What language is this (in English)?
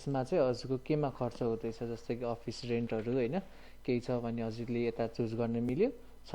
Nepali